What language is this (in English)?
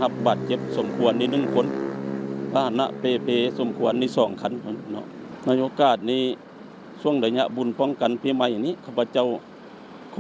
Lao